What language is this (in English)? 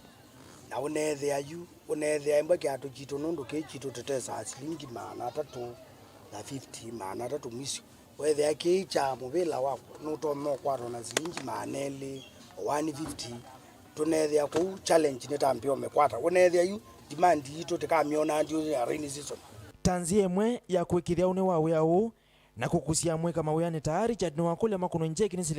Kamba